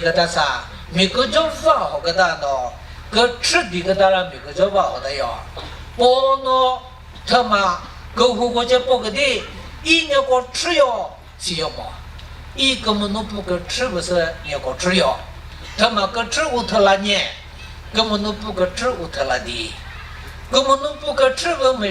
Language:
Chokri Naga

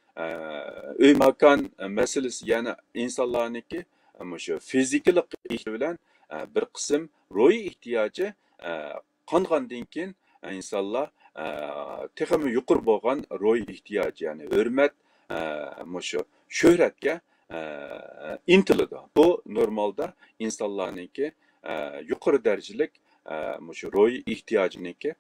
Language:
Uyghur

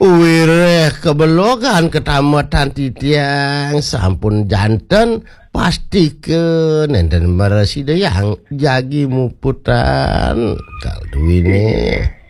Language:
Balinese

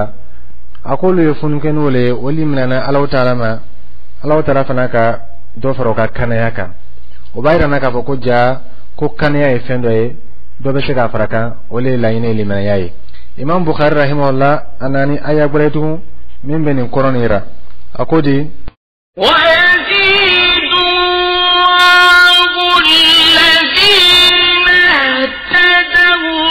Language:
Dyula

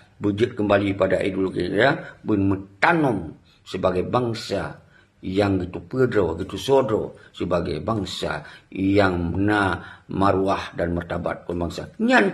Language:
Achinese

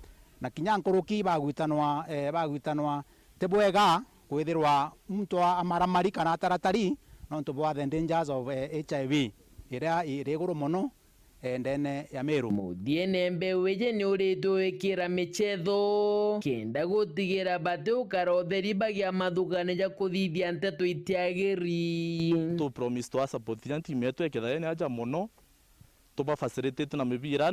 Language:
Meru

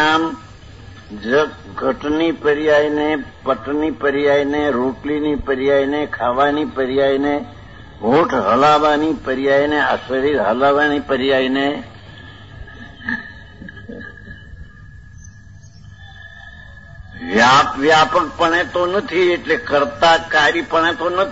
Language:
Gujarati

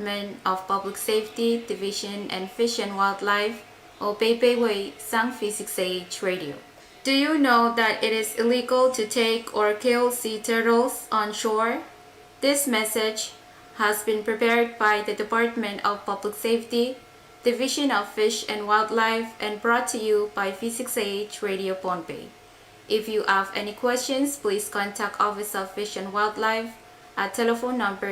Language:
Pohnpeian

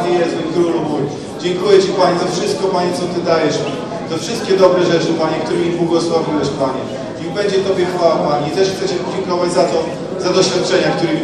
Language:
Polish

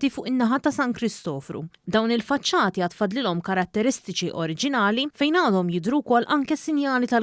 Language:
Maltese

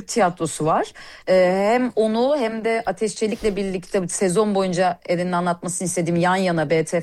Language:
Turkish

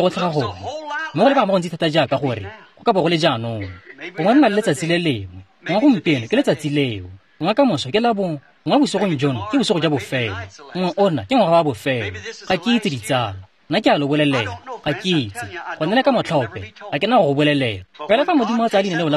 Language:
Tswana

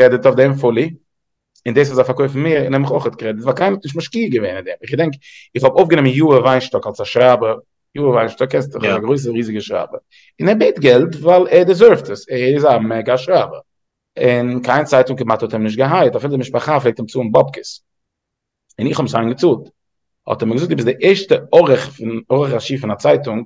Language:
Yiddish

